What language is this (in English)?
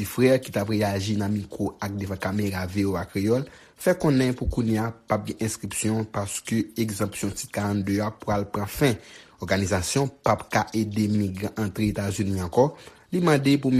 Haitian Creole